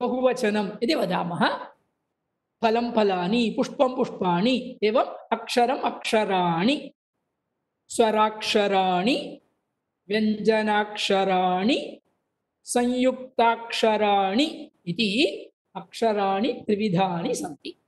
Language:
Sanskrit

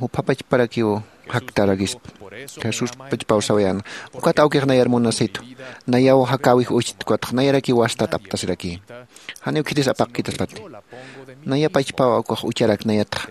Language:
Aymara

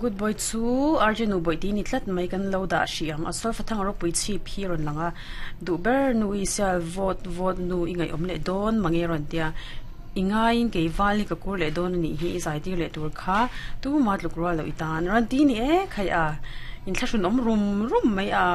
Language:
Mizo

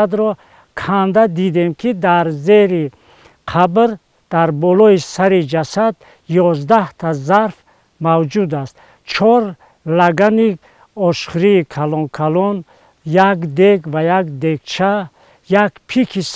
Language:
Tajik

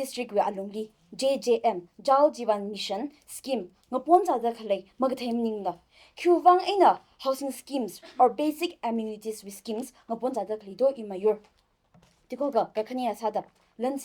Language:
Tangkhul Naga (India)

